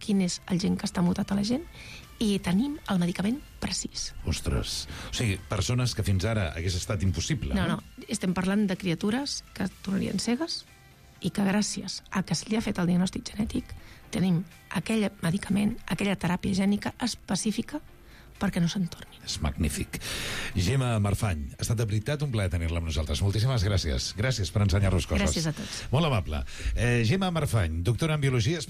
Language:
Catalan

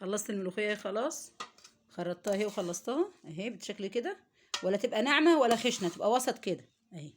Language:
Egyptian Arabic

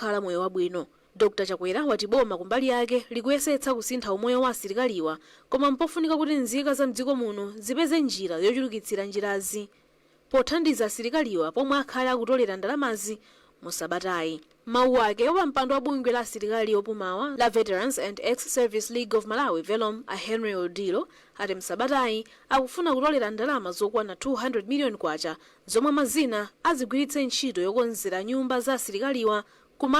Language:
Nyanja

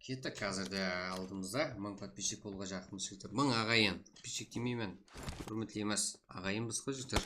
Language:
Kara-Kalpak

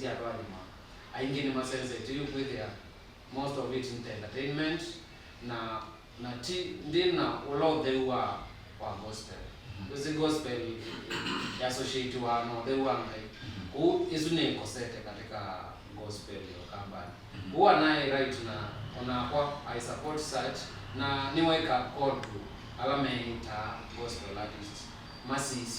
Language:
Kamba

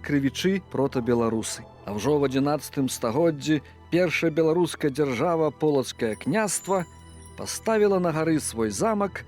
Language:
Belarusian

